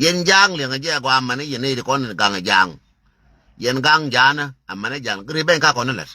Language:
Nuer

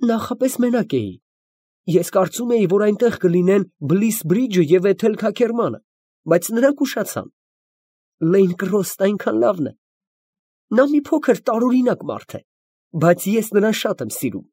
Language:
Armenian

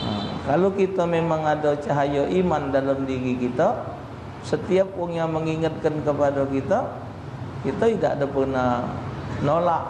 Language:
Musi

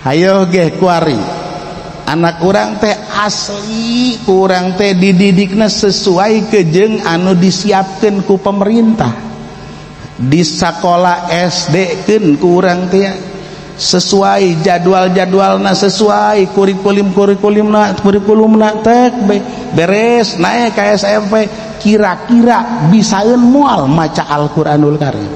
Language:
Sundanese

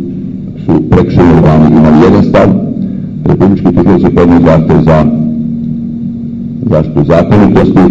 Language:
Serbian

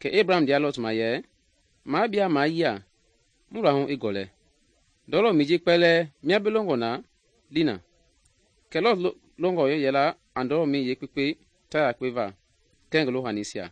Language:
Mende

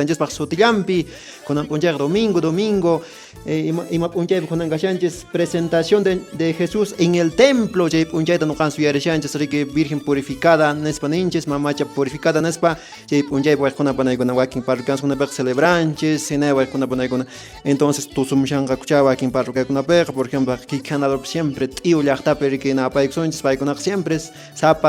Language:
Quechua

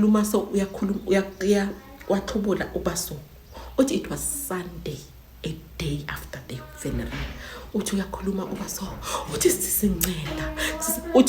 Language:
Zulu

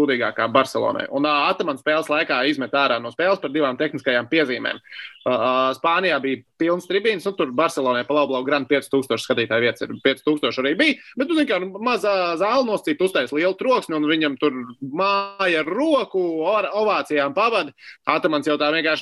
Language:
Latvian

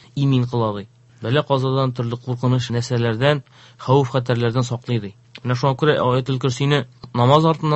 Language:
Tatar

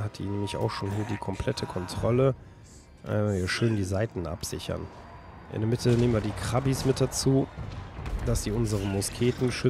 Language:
German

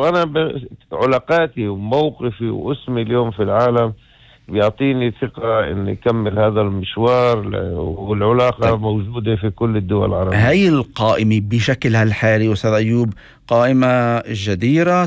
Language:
North Levantine Arabic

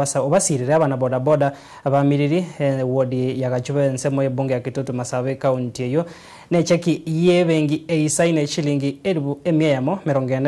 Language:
Gusii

